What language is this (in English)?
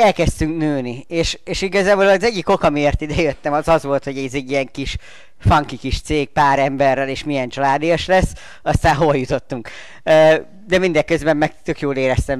Hungarian